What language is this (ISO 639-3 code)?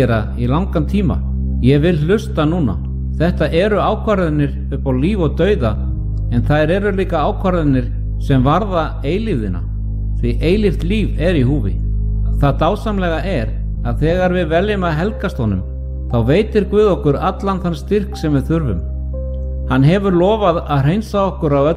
isl